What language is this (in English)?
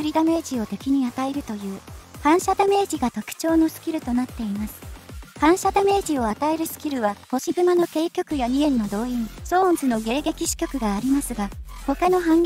Japanese